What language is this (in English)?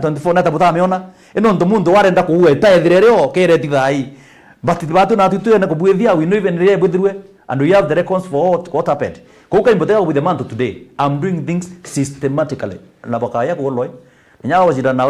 Meru